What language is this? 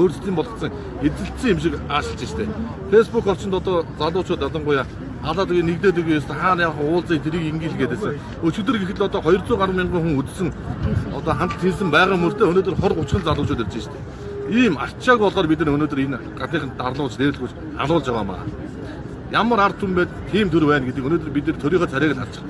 Mongolian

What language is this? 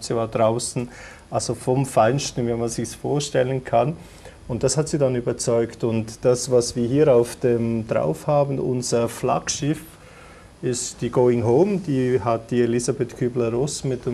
German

